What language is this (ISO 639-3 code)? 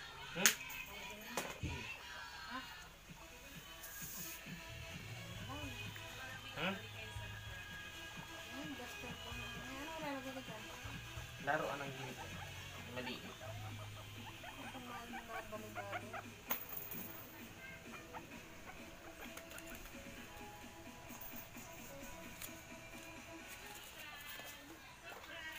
fil